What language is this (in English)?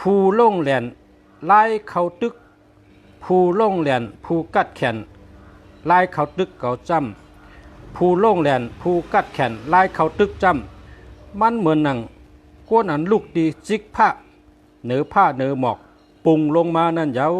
Shan